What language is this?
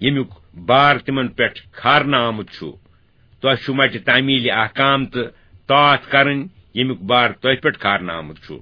Kashmiri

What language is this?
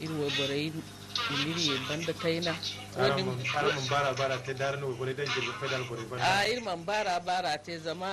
Zarma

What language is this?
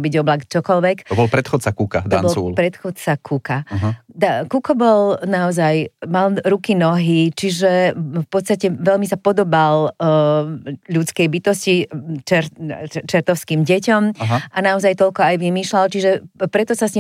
Slovak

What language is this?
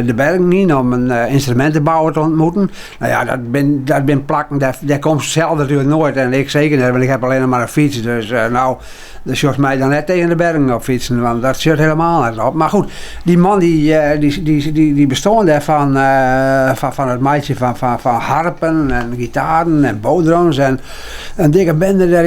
Western Frisian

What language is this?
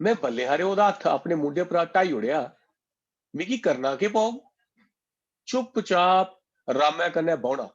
Dogri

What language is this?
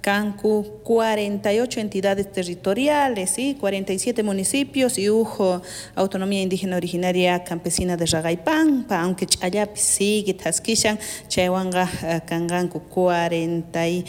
South Bolivian Quechua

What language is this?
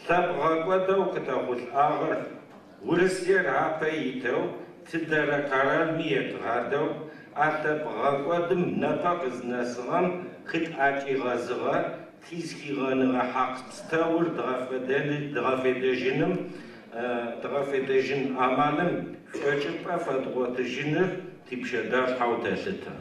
Adyghe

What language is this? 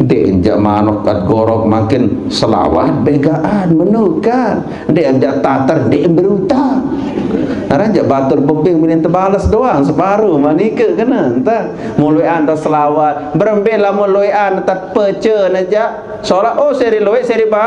Sasak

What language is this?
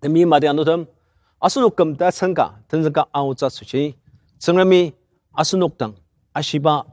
Ao Naga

